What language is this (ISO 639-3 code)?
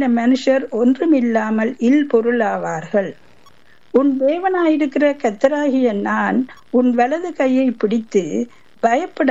tam